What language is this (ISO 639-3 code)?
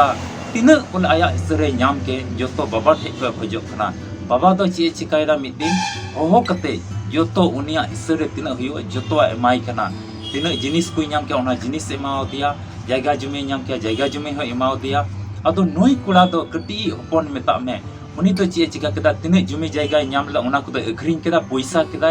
sat